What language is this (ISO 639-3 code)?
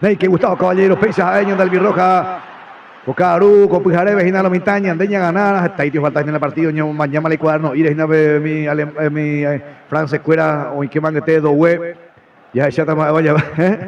grn